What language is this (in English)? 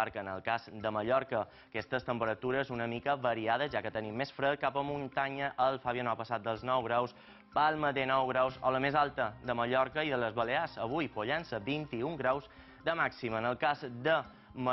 Catalan